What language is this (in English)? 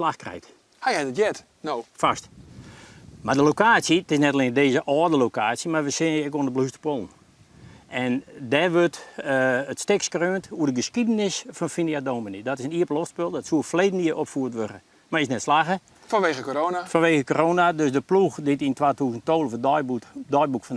Western Frisian